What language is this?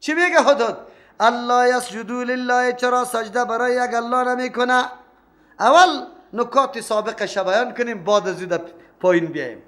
Persian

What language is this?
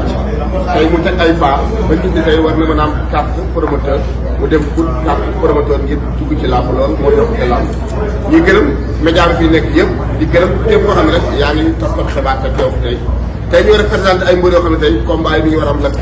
Wolof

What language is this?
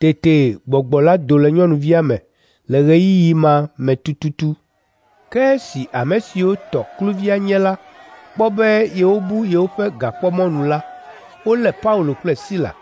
Ewe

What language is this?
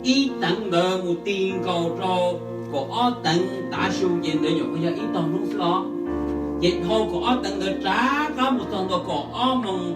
Hmong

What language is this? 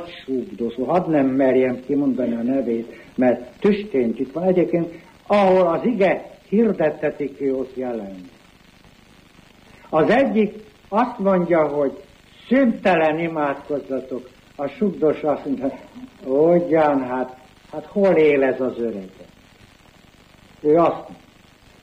Hungarian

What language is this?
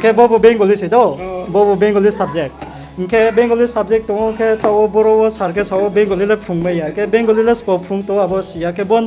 Riang (India)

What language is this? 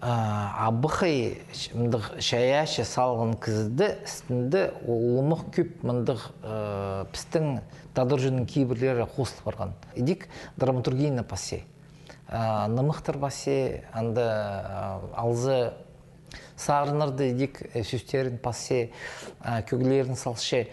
Khakas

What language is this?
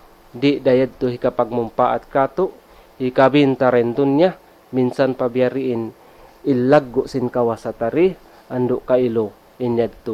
Tausug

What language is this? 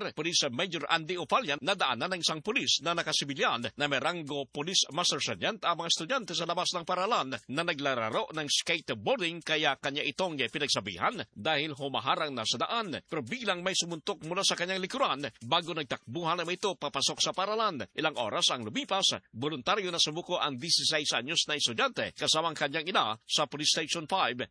Filipino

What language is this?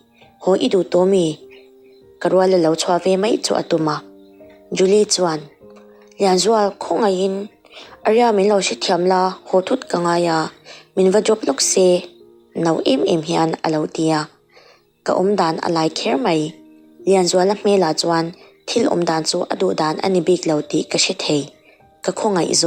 Mizo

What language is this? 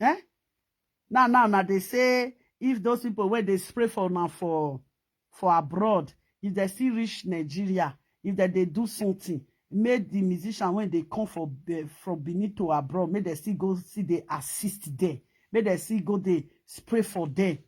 Nigerian Pidgin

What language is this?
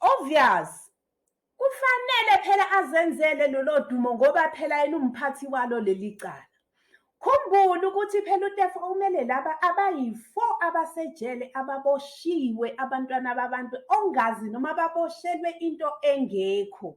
Zulu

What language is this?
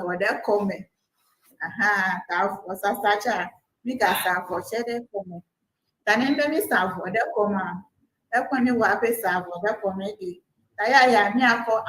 Ewe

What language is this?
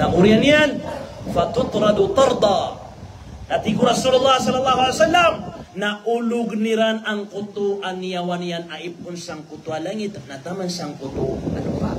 Maranao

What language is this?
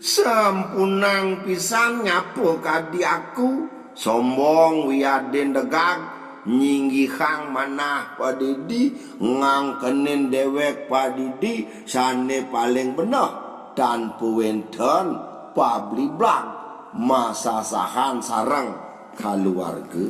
Balinese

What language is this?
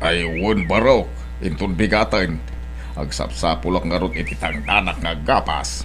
Iloko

